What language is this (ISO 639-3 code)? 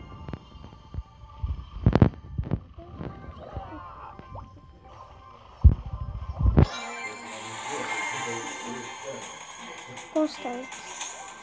hrv